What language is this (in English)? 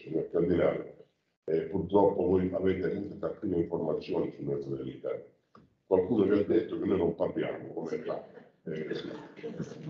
Italian